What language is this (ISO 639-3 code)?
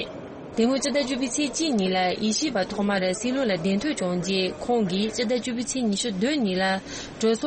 bod